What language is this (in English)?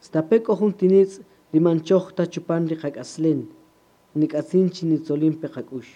Kaqchikel